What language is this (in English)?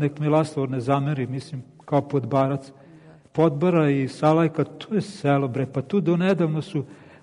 Serbian